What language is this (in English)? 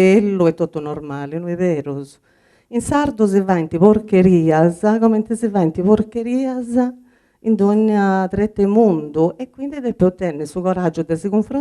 Sardinian